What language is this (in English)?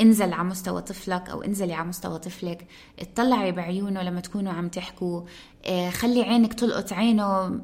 North Levantine Arabic